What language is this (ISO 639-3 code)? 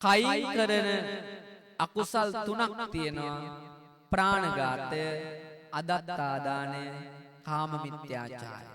sin